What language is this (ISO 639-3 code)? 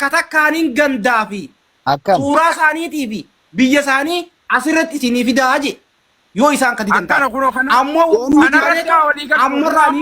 orm